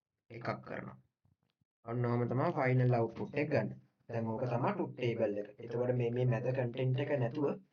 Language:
Sinhala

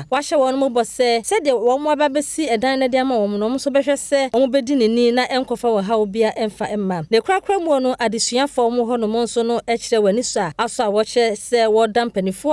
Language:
Akan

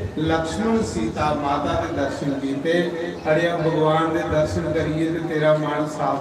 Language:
Dogri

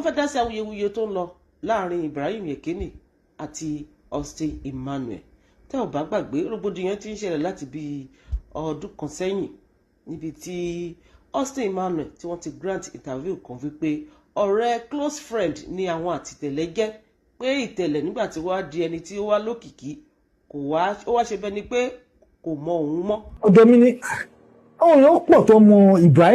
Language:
Yoruba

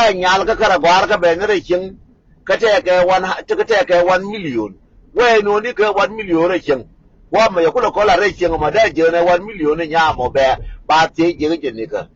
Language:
Nuer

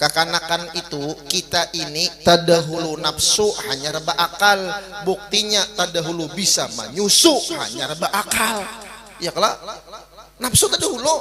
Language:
Banjar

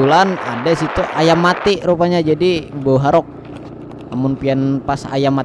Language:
Banjar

